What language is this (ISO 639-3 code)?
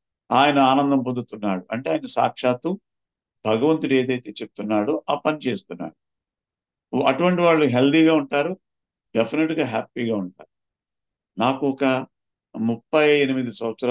tel